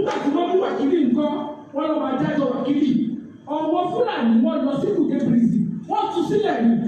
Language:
Yoruba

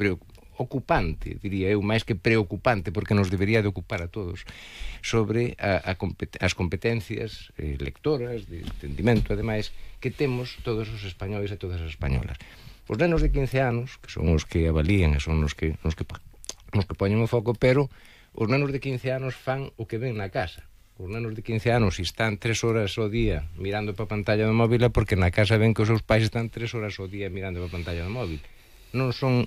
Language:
Galician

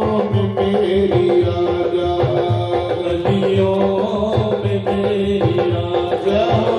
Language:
Dogri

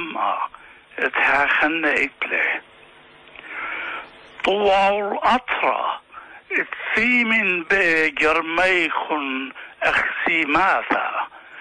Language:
Assyrian Neo-Aramaic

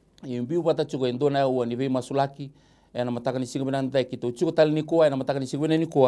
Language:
Fijian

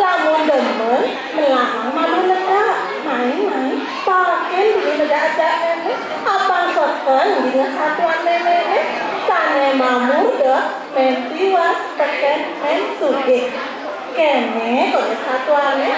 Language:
Balinese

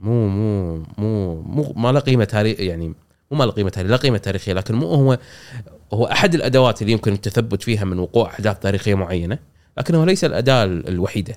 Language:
Gulf Arabic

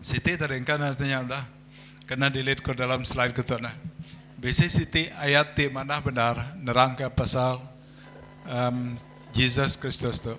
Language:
Iban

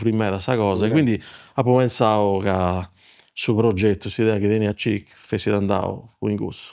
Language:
Sardinian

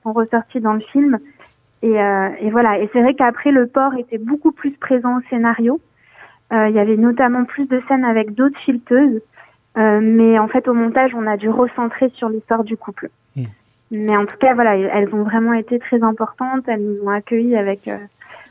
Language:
French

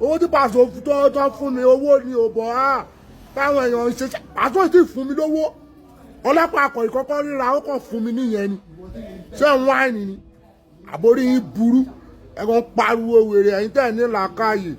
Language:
Yoruba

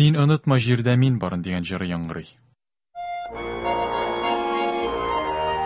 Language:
Tatar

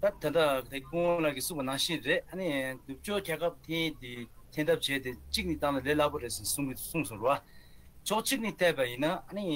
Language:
Tibetan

